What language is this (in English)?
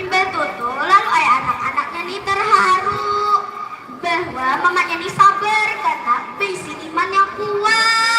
Banjar